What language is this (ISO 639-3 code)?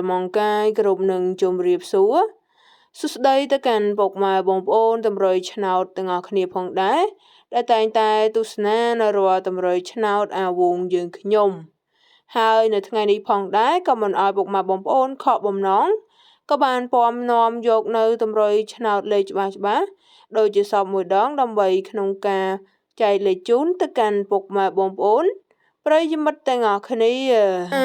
khm